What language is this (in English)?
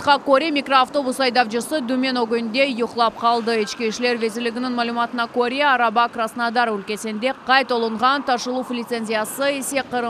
Crimean Tatar